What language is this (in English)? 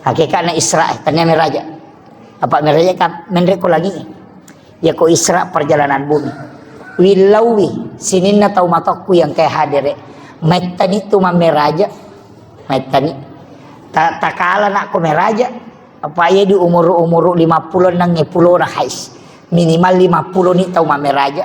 Buginese